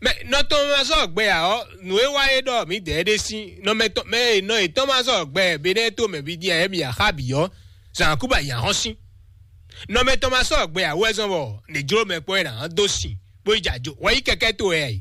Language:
Fon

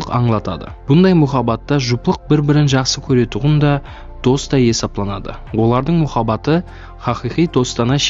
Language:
Kara-Kalpak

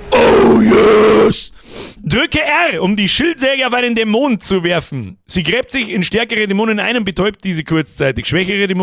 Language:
Bavarian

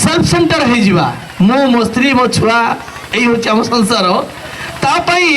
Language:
Odia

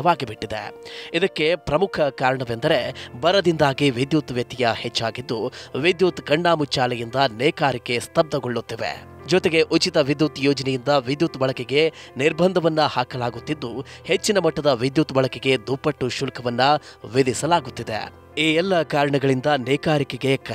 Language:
Kannada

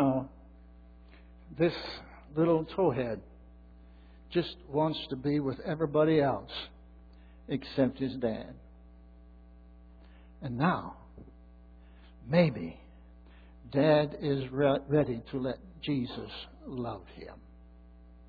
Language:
English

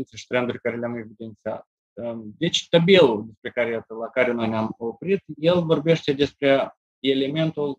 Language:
Romanian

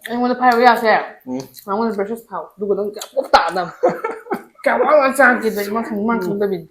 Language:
Manipuri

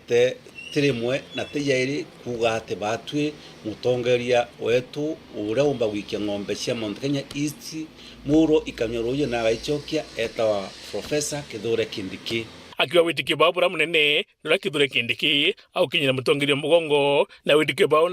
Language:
Meru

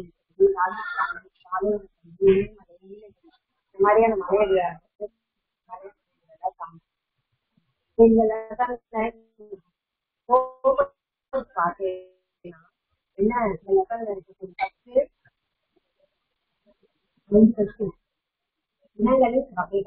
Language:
Tamil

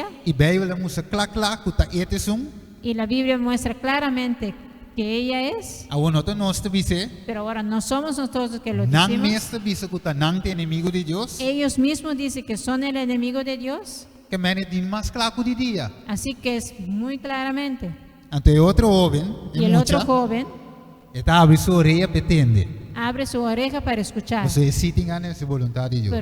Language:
Papiamento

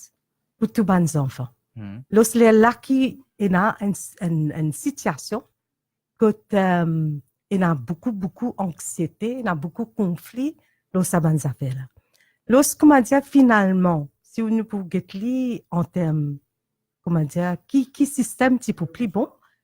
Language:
Morisyen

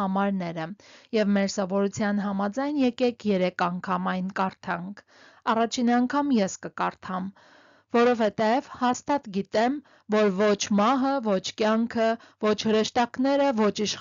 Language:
Armenian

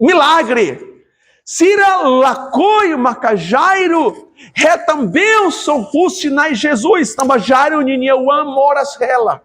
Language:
Tetum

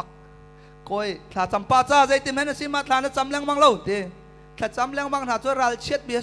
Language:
Hakha Chin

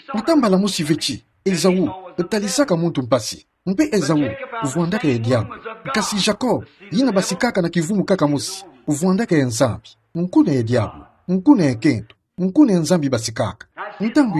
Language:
Kituba (Democratic Republic of Congo)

